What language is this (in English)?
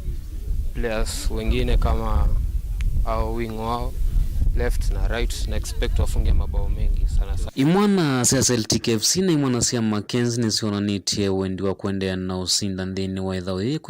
Kamba